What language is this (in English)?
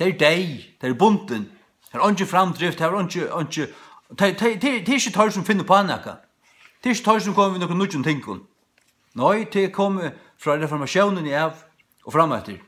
Faroese